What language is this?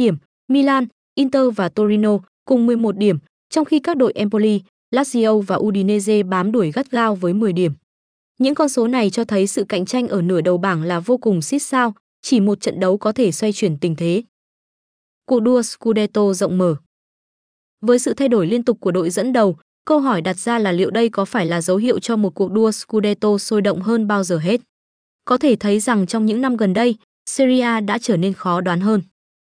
Vietnamese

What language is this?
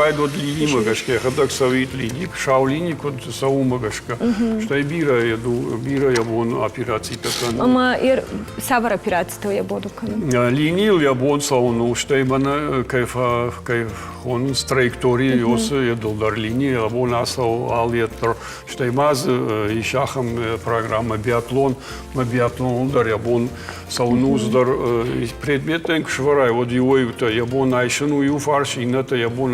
Ossetic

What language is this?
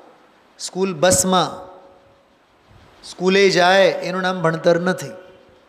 Gujarati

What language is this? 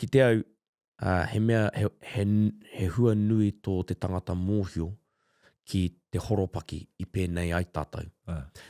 Māori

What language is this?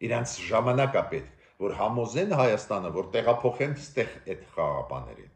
Armenian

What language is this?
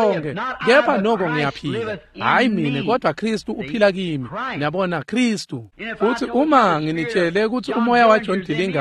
Swati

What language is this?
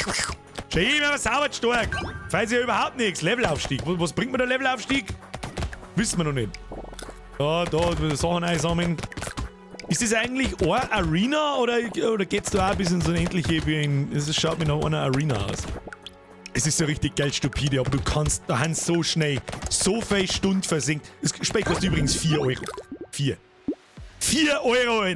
Bavarian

